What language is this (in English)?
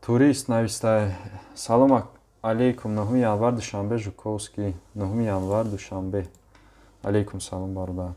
Tajik